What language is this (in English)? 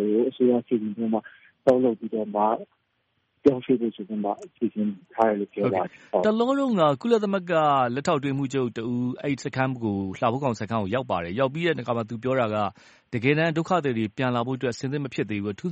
Burmese